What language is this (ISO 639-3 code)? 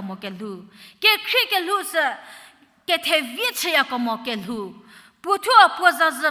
njm